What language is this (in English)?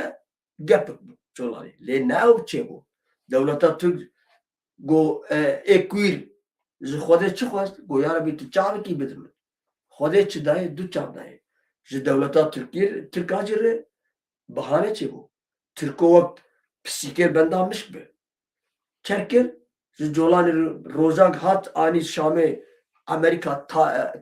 Kurdish